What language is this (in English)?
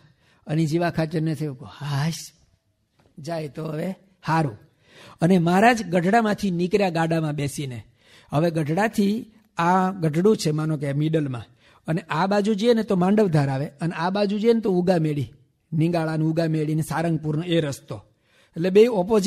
Gujarati